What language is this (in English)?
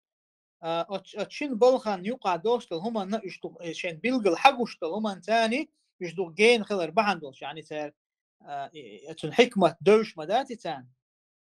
Chechen